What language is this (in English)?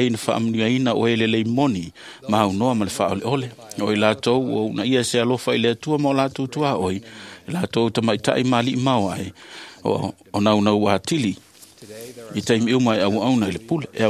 Samoan